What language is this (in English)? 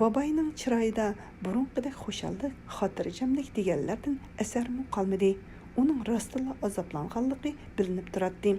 Uyghur